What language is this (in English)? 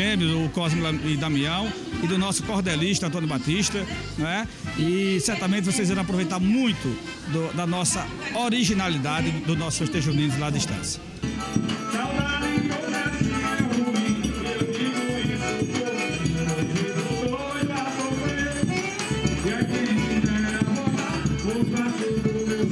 Portuguese